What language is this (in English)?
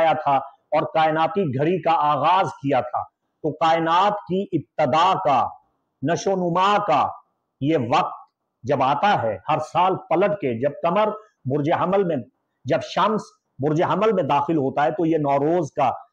Urdu